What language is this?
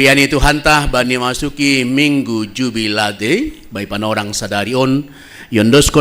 Batak Simalungun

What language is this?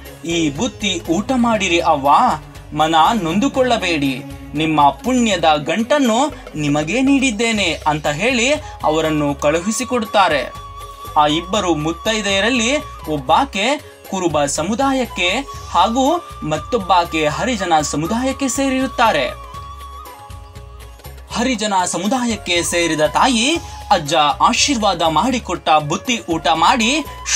Kannada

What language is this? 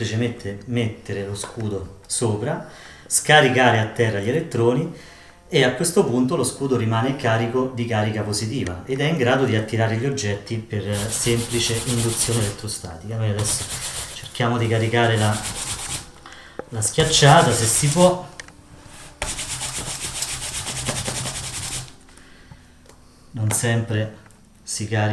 Italian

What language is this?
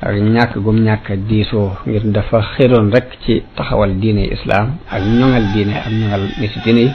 Wolof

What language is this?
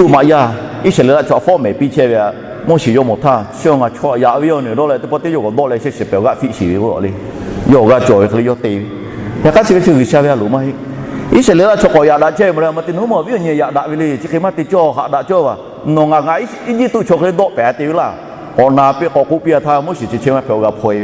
Lahu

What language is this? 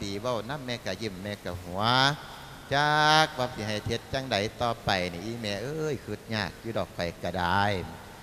Lao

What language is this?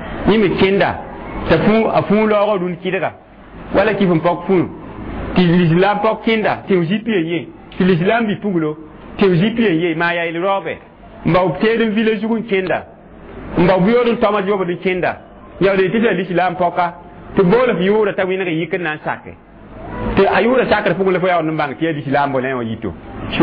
Mossi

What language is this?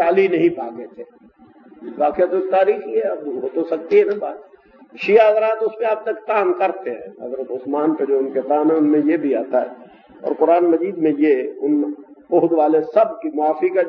Urdu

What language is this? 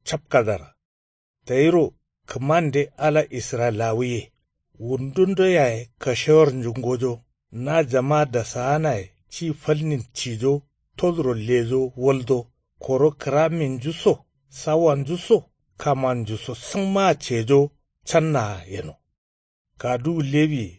Kanuri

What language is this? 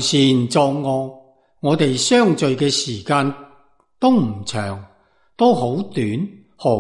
Cantonese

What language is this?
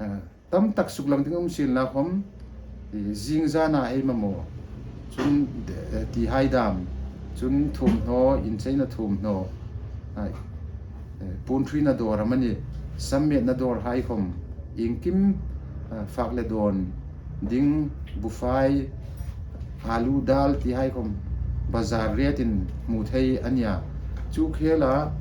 Hmar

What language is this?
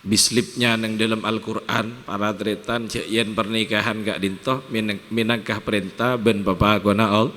Madurese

